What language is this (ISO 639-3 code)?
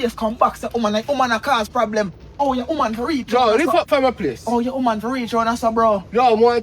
jam